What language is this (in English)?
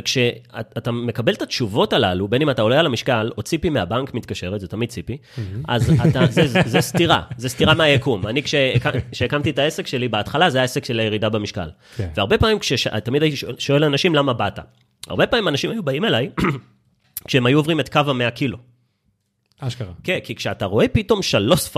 Hebrew